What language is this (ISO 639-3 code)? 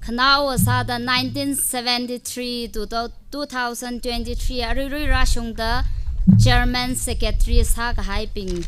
nmf